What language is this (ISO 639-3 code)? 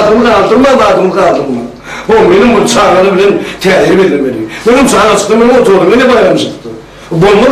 tuk